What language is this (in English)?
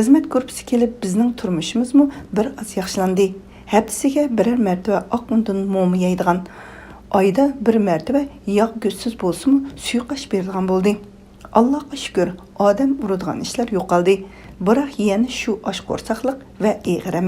Uyghur